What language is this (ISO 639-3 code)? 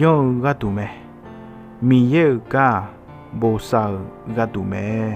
ahk